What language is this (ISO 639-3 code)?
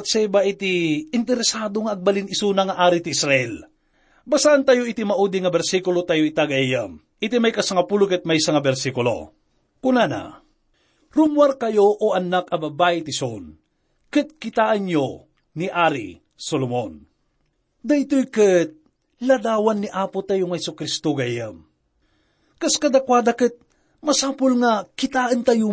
ilo